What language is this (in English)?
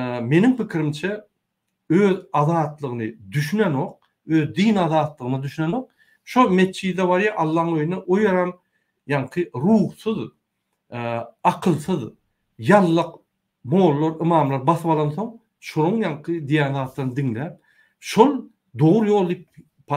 Turkmen